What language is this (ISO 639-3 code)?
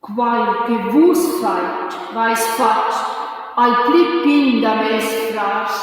roh